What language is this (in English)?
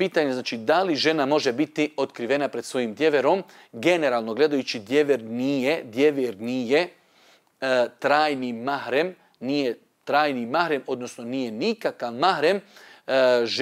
Bosnian